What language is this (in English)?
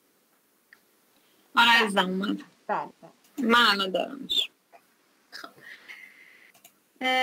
Persian